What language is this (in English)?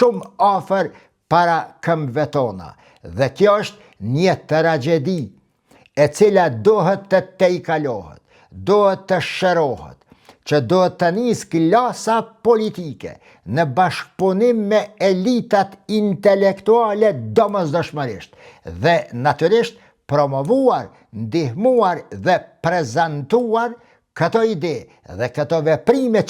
Albanian